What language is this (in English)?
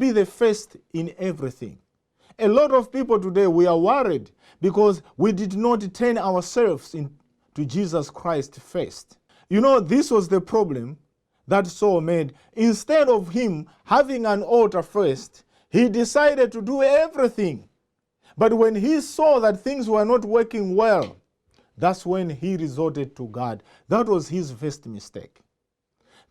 English